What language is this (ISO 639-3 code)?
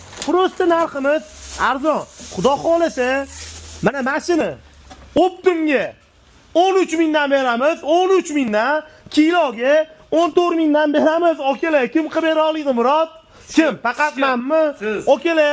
uzb